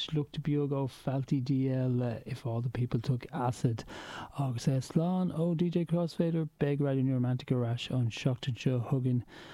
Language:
Irish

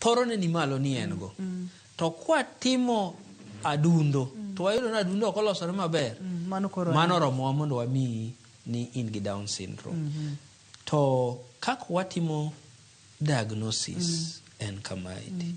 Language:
Luo (Kenya and Tanzania)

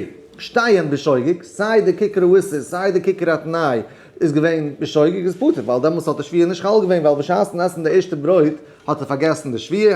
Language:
Yiddish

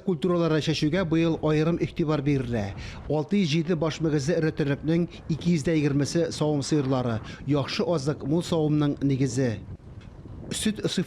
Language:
Tatar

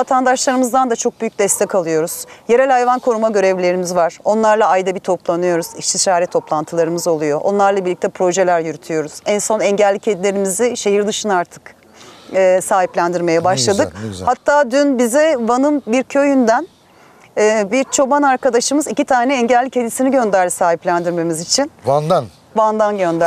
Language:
Turkish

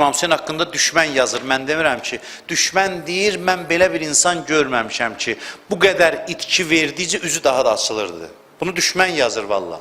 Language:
Azerbaijani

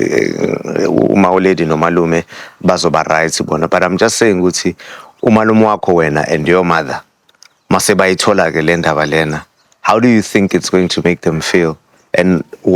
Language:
Zulu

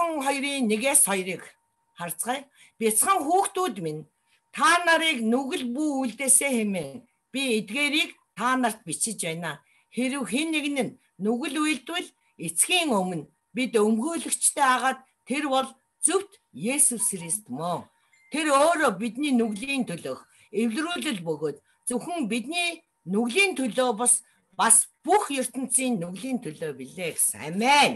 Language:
Mongolian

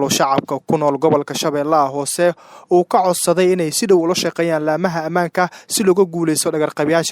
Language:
Somali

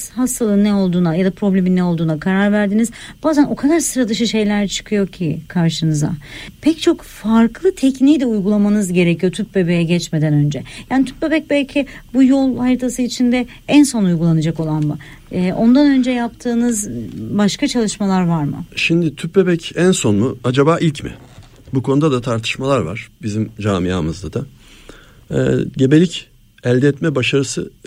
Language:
Turkish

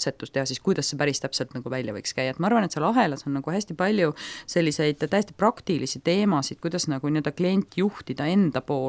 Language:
Estonian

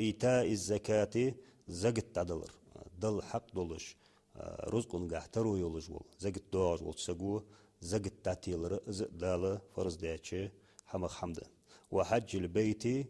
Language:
Ingush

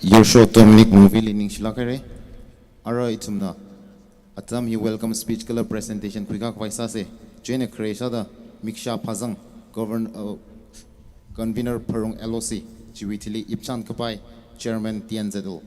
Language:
Tangkhul Naga (India)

